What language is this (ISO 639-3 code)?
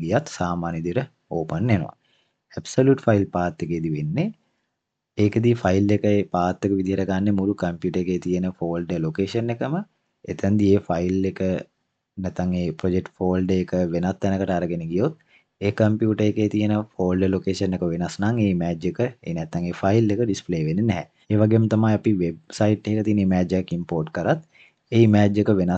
sin